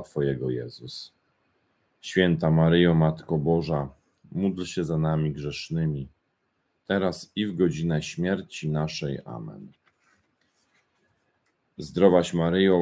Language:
Polish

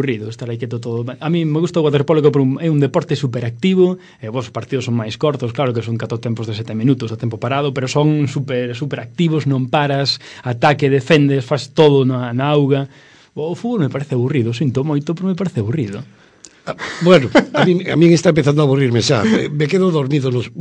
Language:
Galician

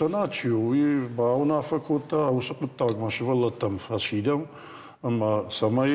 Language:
Ossetic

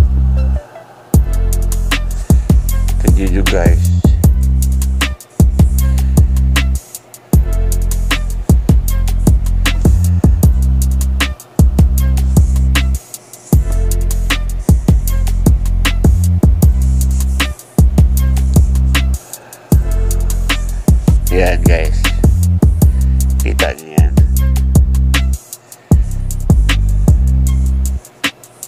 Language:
Filipino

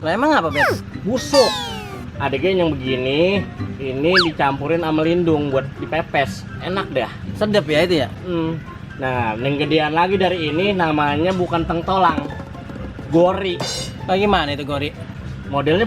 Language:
Betawi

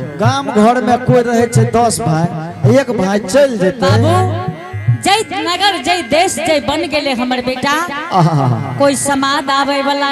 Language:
Angika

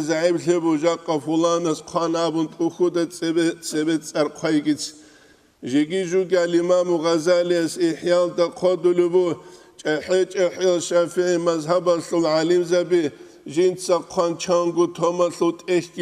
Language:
Avaric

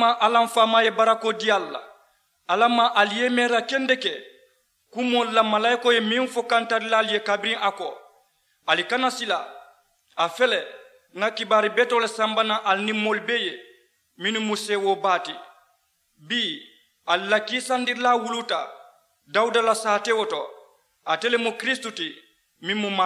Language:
Mandingo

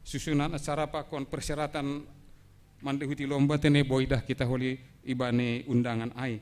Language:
Batak Simalungun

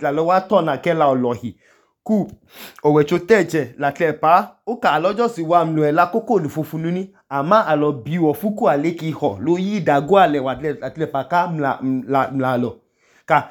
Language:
Idoma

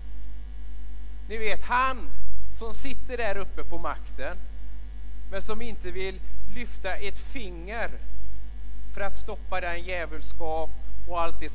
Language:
Swedish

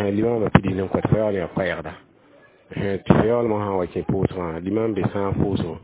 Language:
Mossi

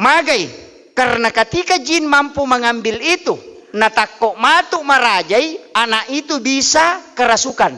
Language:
Buginese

